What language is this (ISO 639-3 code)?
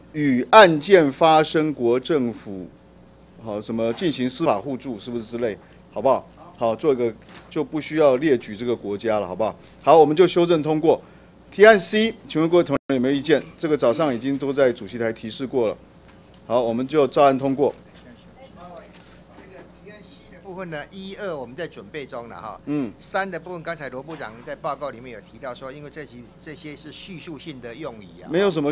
zho